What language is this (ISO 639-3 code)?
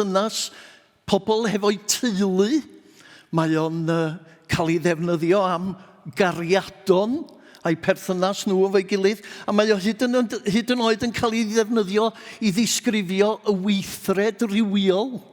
cym